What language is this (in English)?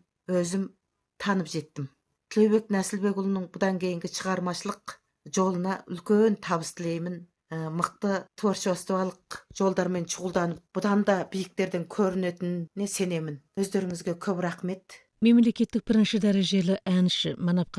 Kazakh